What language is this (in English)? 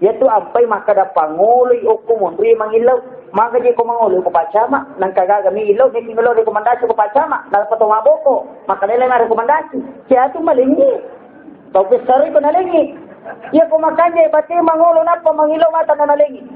Buginese